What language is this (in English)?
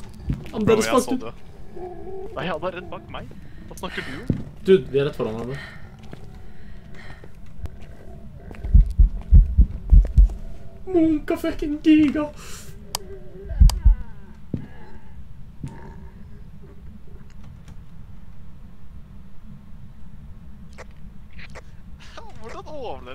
Norwegian